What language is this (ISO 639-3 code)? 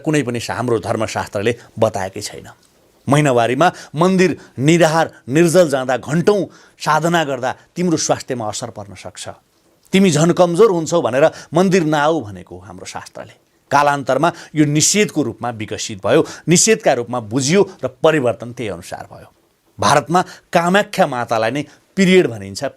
nep